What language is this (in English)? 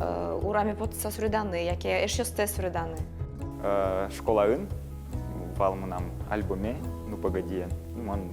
Udmurt